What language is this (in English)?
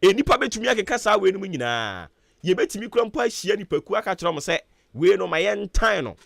Akan